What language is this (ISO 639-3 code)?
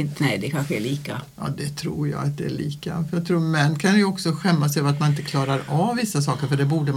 swe